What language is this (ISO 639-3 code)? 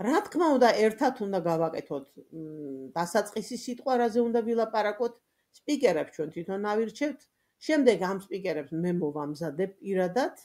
kat